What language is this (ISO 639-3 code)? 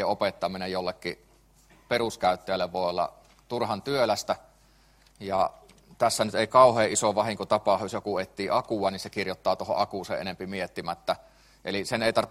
fin